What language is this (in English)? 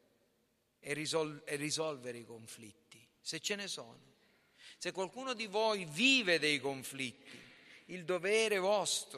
Italian